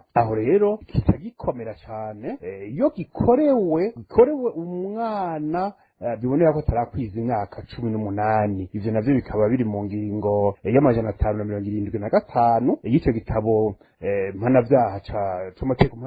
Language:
Rundi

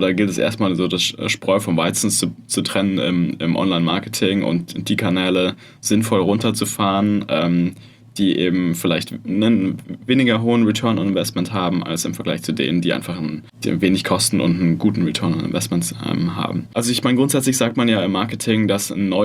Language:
German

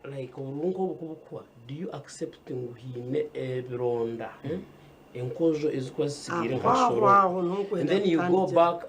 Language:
Nyankole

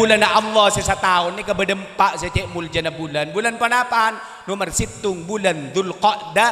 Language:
Madurese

